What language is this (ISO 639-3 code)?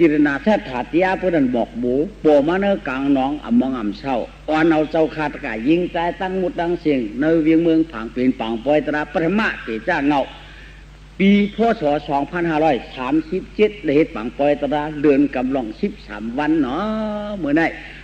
shn